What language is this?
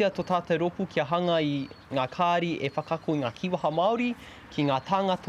Māori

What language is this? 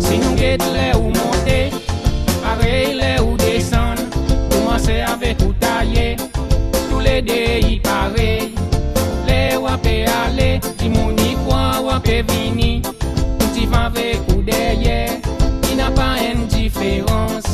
Seselwa Creole French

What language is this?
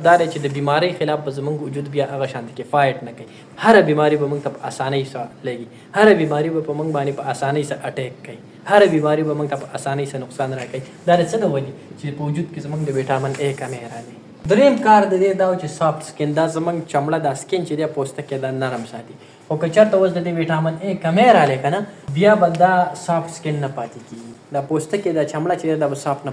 Pashto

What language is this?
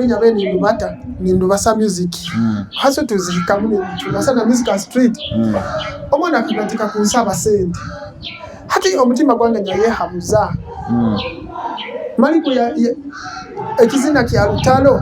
Nyoro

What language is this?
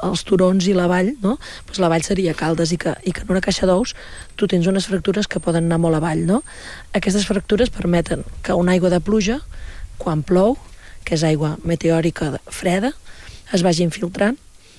Catalan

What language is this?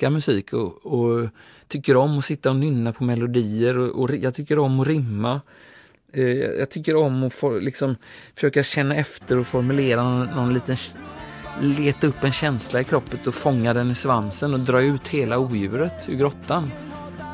Swedish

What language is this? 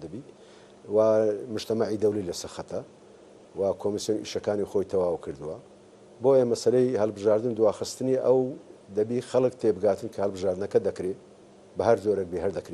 Central Kurdish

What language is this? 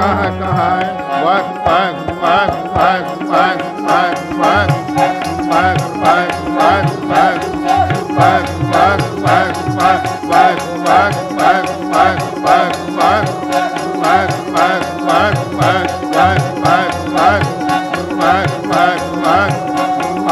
Punjabi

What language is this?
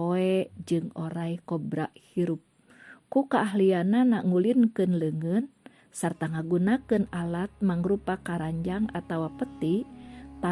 Sundanese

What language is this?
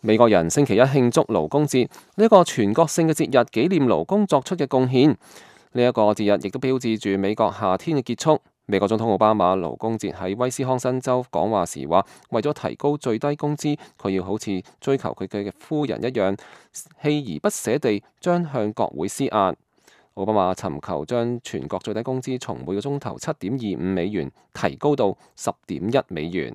Cantonese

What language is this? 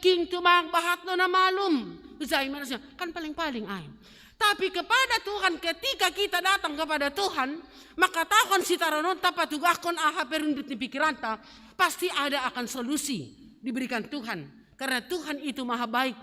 Batak Simalungun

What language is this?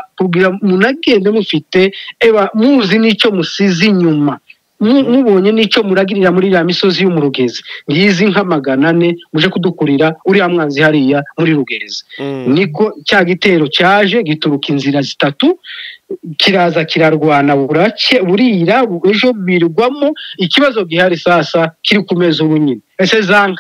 Kinyarwanda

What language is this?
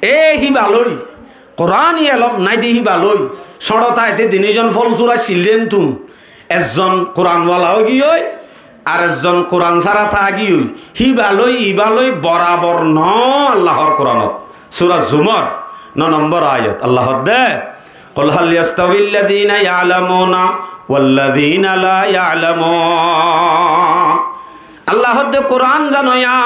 Rohingya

